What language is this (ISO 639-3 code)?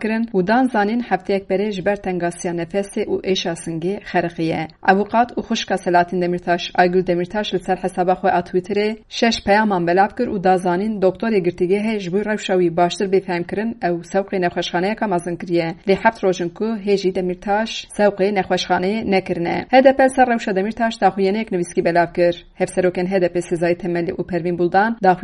kur